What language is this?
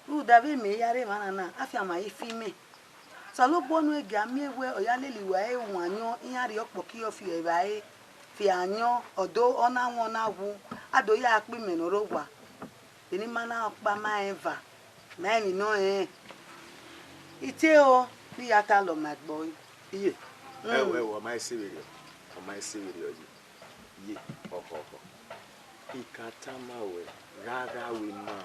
Bini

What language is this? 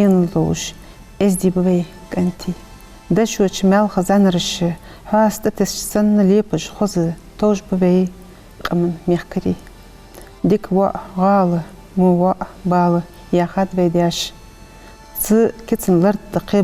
Ingush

